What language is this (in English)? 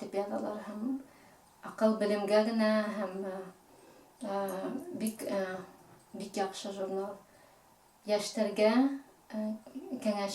Bashkir